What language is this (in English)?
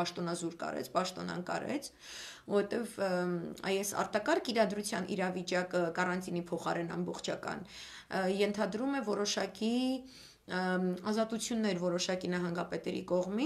Armenian